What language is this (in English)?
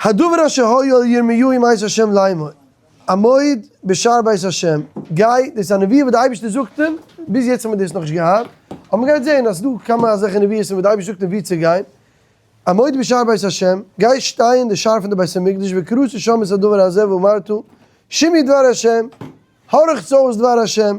Yiddish